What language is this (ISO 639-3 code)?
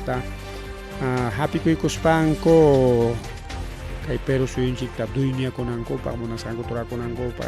quy